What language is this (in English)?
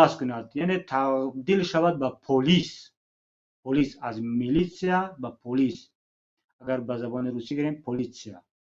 Tajik